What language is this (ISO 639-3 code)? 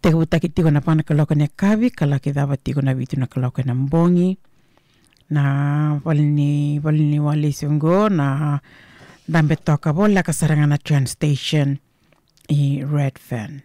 fij